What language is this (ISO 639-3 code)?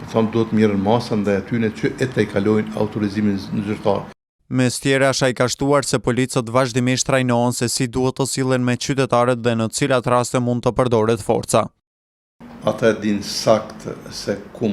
sqi